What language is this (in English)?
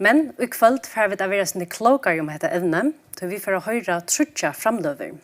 Faroese